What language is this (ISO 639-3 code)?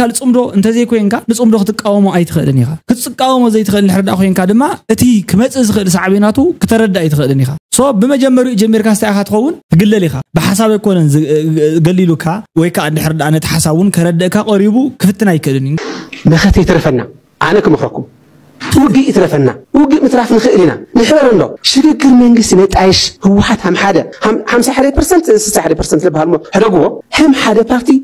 tir